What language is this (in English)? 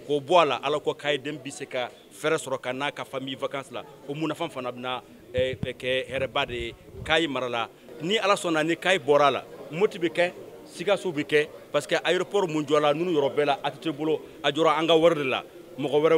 Bambara